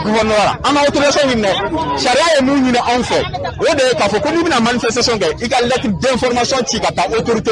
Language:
Bambara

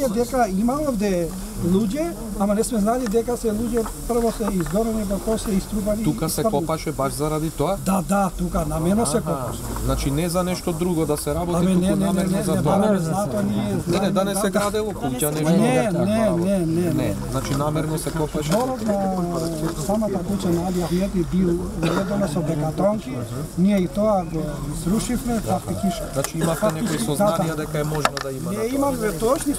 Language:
Macedonian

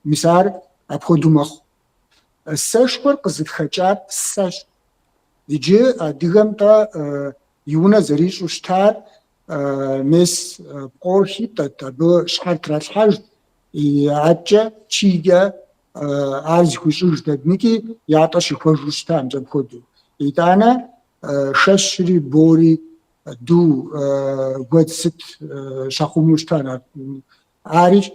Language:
Kabardian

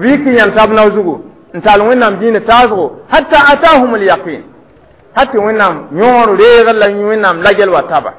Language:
Mossi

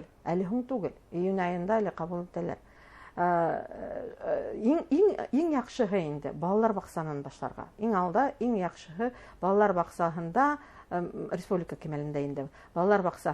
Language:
Bashkir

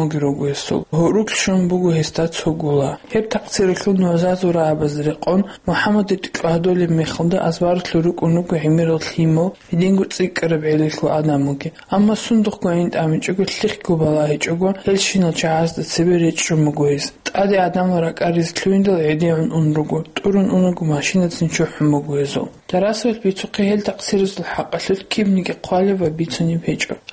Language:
Avaric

